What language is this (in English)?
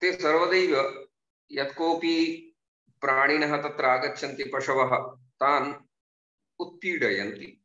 Sanskrit